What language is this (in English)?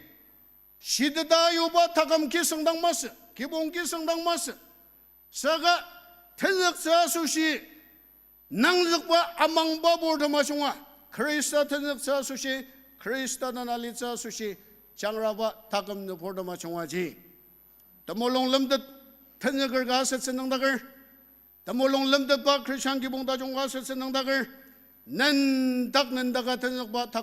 Ao Naga